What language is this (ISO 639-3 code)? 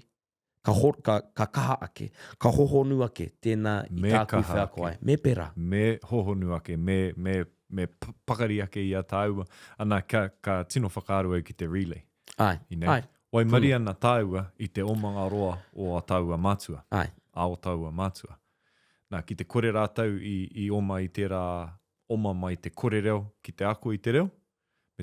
mri